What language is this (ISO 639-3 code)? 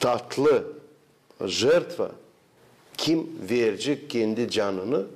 gag